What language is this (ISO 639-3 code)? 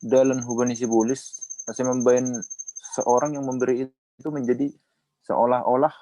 bts